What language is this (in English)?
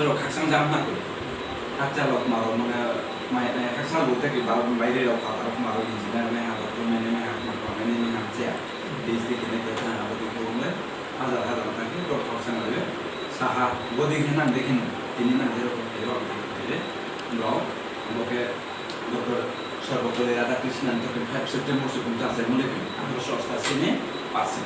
Riang (India)